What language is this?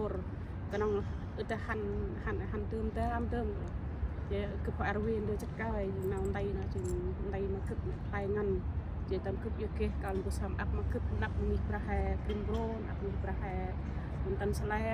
Central Mnong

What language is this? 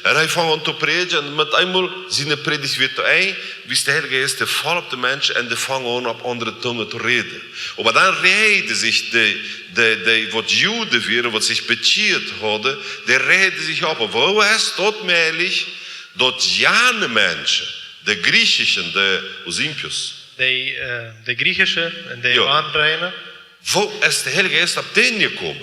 Plautdietsch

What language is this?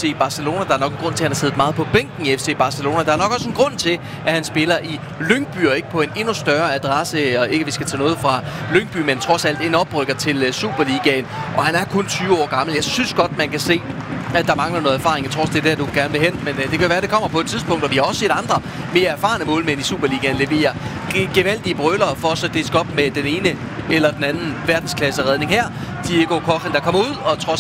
Danish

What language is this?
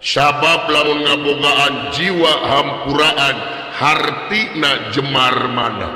Sundanese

